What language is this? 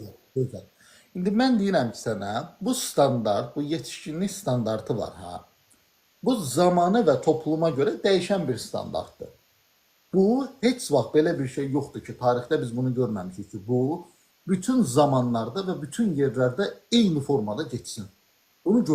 Azerbaijani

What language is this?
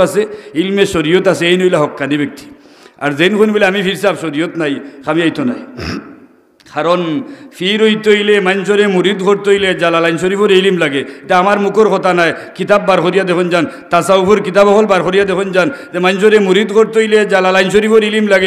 Sylheti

